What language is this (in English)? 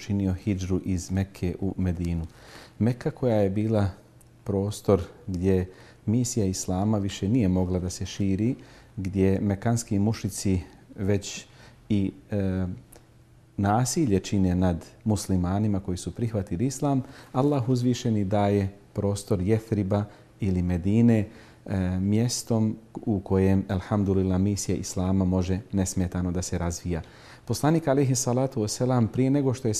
Bosnian